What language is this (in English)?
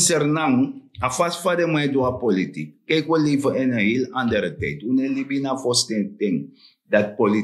Sranan Tongo